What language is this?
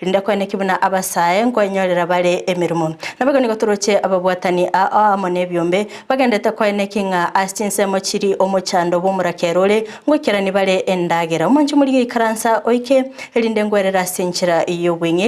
Gusii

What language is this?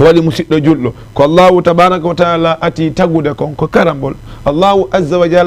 Fula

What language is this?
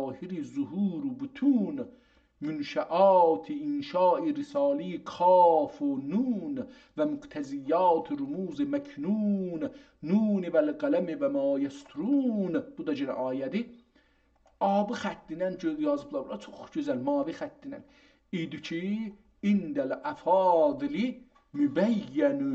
South Azerbaijani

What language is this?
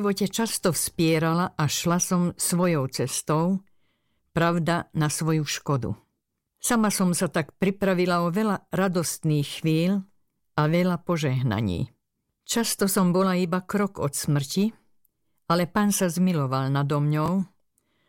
Slovak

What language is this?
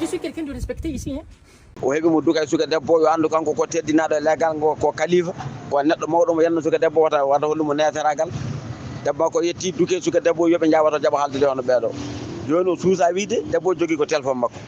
Fula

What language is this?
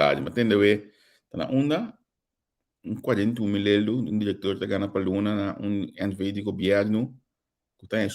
Papiamento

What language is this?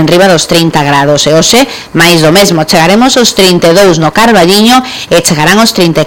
Galician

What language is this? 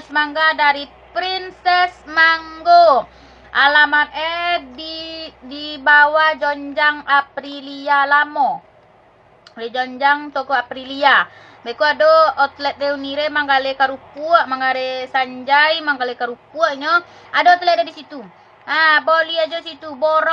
Minangkabau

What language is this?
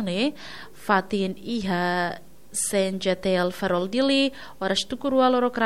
Tetum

